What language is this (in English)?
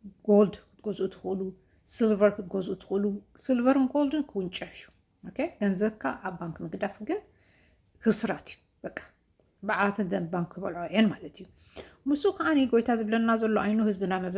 Tigrinya